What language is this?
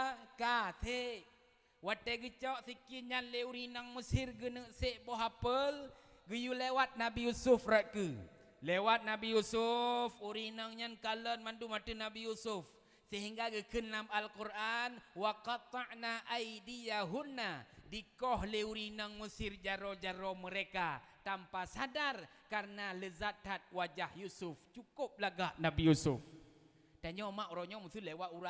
Achinese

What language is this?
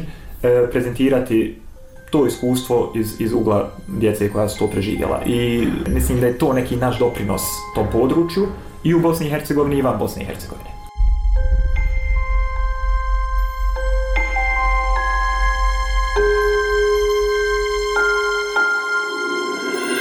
Bosnian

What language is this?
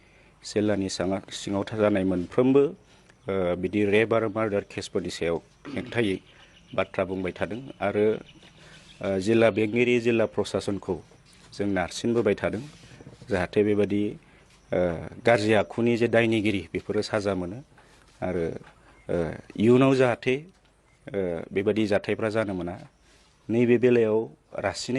Bodo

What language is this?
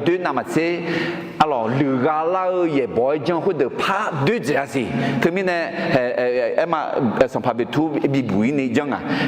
Akha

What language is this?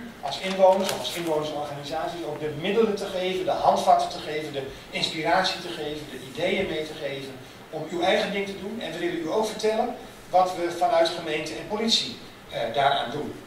Dutch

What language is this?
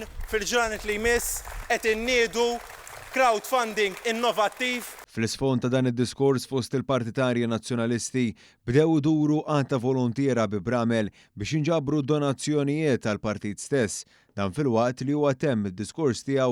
Maltese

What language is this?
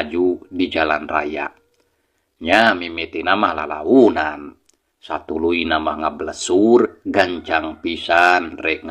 Sundanese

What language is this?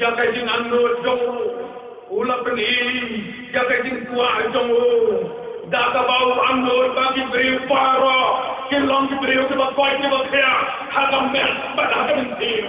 Khasi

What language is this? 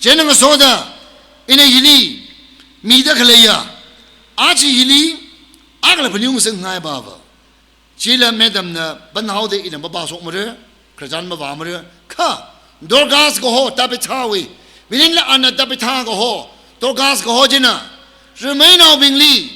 Tangkhul Naga (India)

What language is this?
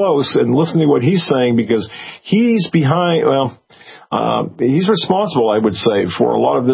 English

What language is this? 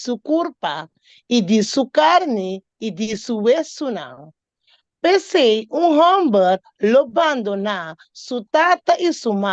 Papiamento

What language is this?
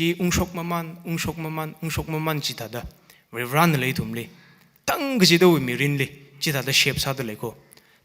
Tangkhul Naga (India)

